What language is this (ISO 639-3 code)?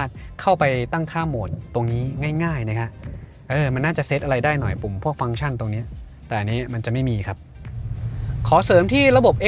tha